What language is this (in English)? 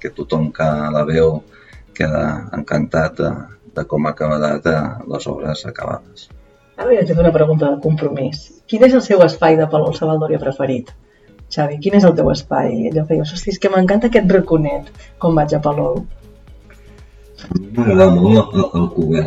Catalan